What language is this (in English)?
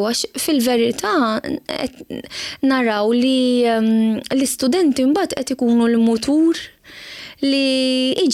Maltese